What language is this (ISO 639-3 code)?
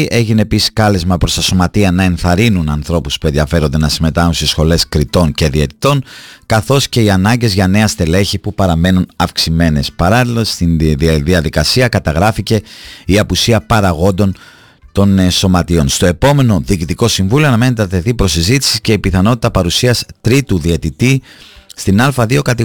ell